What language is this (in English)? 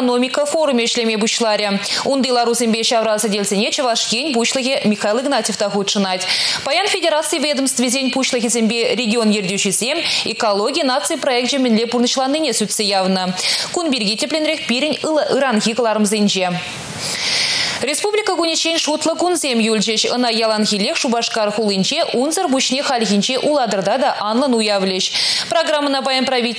Chuvash